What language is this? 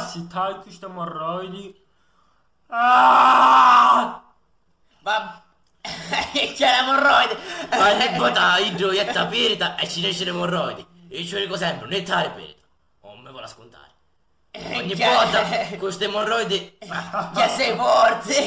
Sicilian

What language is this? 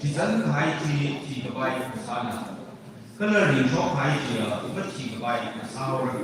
Tangkhul Naga (India)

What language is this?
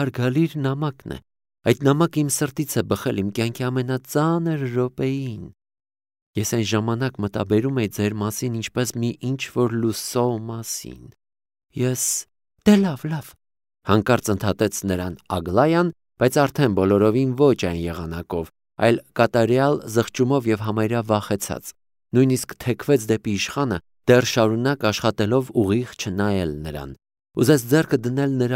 Armenian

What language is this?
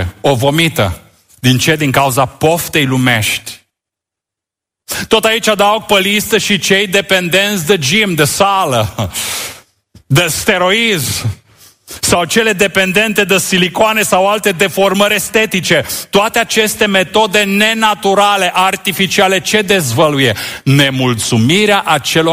Romanian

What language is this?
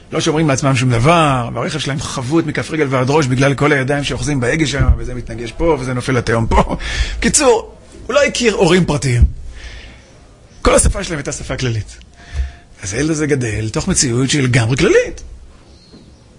Hebrew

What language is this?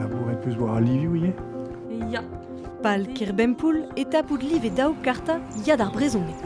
Breton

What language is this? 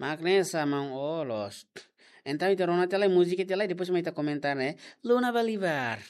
Tetum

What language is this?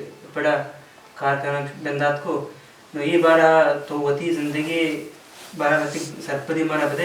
Baluchi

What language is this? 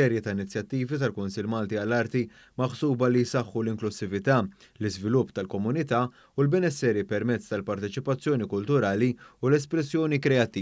Maltese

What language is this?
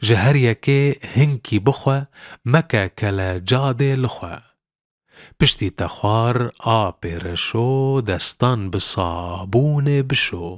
Kurdish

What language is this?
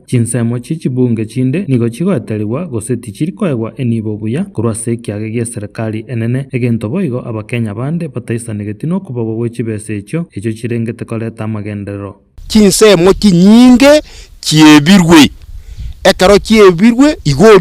Gusii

